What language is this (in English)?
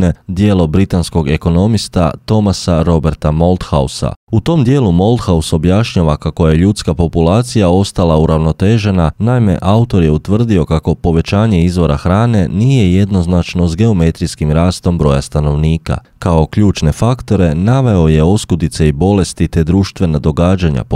Croatian